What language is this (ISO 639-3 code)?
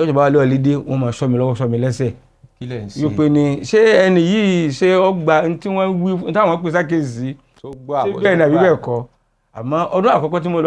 yor